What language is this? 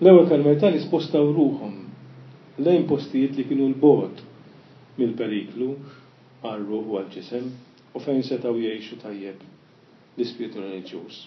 Maltese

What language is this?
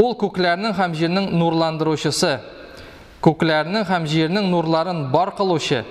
Tatar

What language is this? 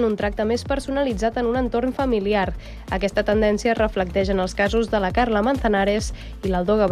Catalan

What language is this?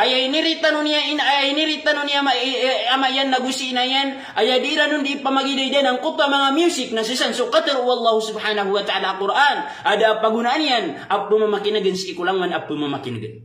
Maranao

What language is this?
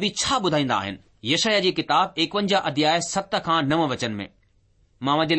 Sindhi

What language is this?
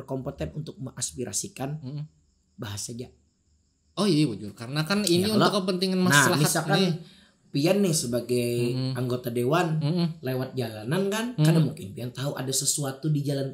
Banjar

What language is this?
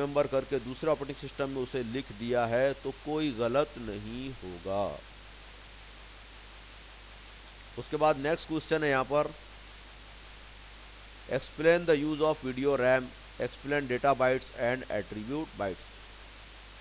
Hindi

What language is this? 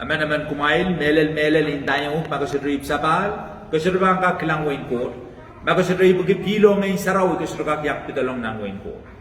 Pohnpeian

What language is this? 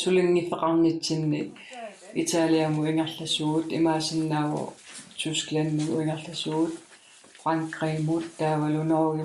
Kalaallisut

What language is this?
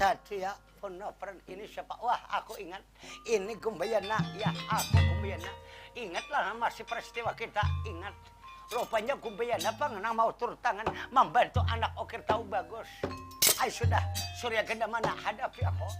Banjar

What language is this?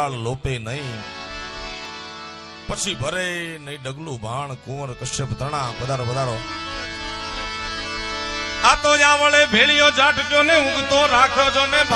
Gujarati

